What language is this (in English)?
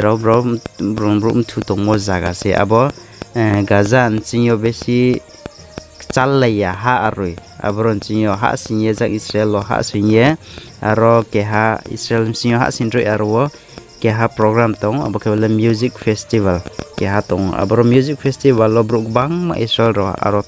Riang (India)